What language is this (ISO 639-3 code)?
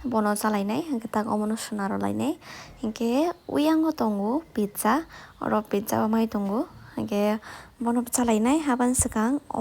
trp